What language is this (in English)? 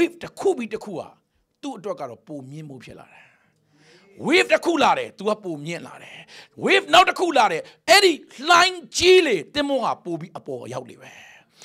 Burmese